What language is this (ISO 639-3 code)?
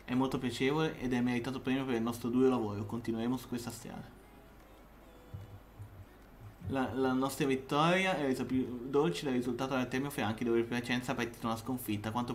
ita